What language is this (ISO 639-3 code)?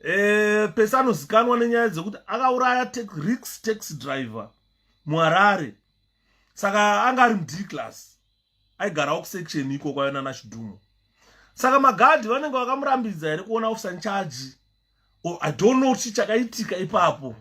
sna